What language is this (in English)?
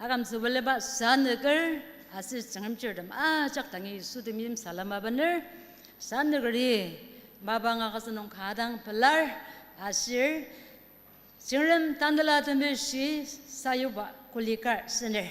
Ao Naga